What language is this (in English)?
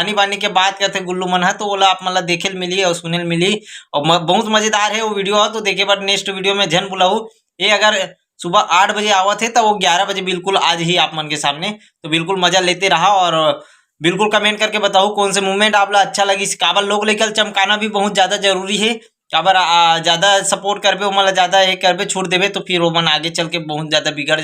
Chhattisgarhi